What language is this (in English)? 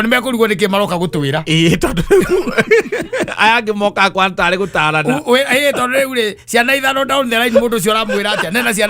Kikuyu